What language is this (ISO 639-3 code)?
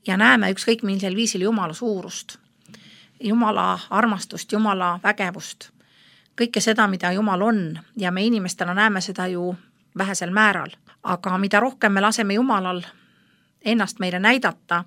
est